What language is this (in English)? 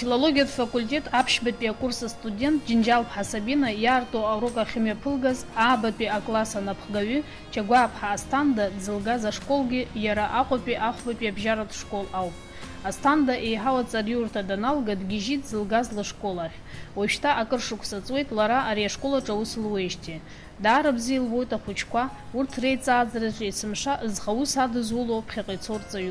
Abkhazian